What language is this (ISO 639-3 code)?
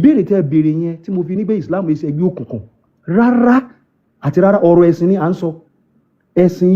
yor